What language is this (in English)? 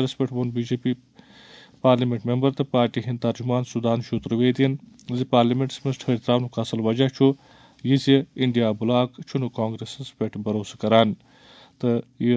Kashmiri